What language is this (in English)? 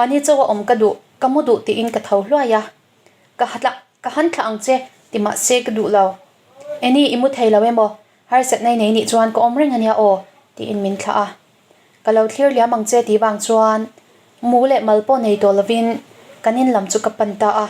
Mizo